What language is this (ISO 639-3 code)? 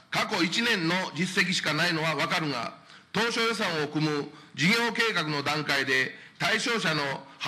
jpn